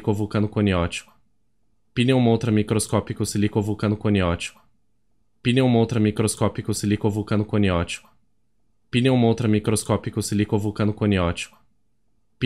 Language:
Portuguese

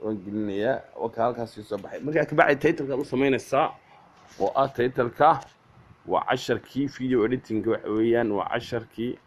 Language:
Somali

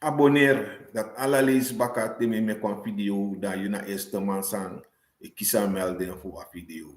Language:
Sranan Tongo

